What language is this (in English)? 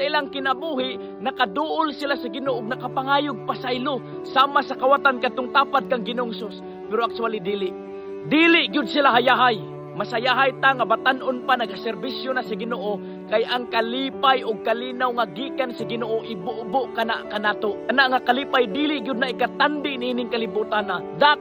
Cebuano